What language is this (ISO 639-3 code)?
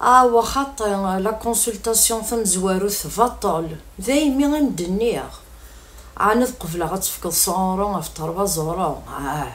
kab